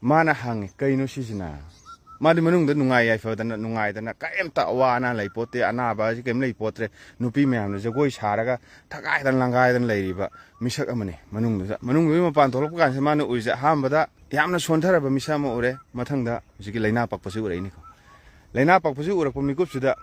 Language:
Manipuri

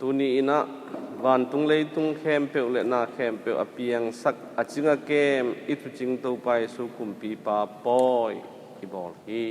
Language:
Tedim Chin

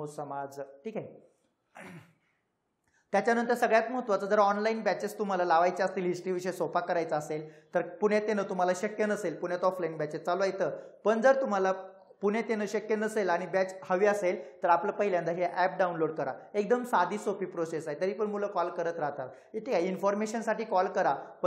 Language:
Marathi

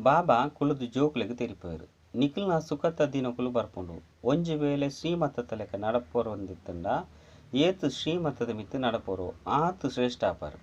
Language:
Tulu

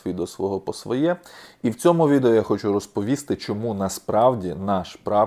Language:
Ukrainian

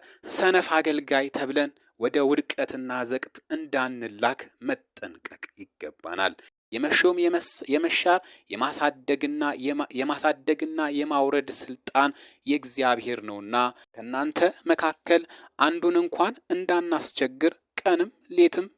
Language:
Amharic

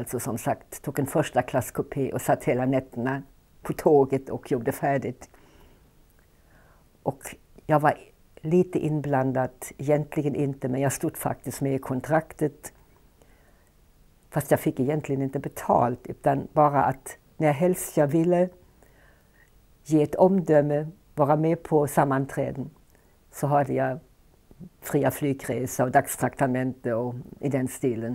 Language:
Swedish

